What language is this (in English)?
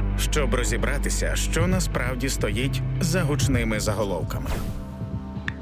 Ukrainian